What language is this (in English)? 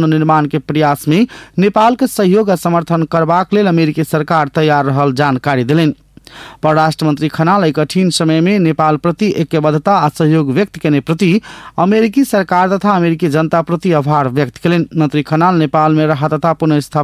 Maithili